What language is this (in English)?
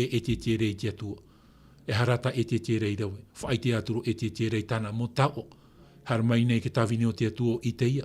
Tahitian